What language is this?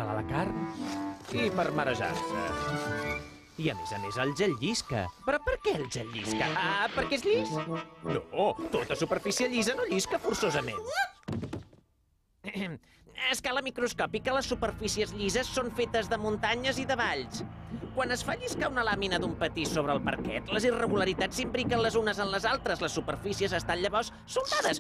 Catalan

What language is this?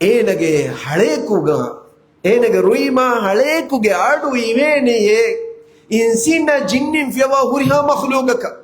Divehi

